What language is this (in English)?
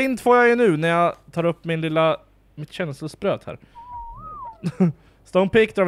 Swedish